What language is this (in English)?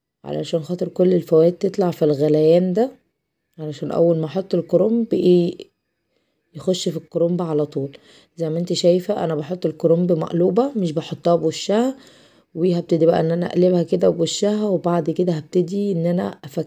Egyptian Arabic